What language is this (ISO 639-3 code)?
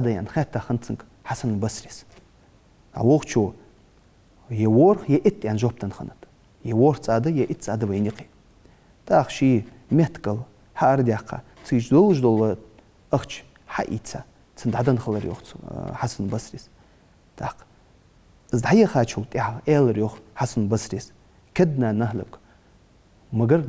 inh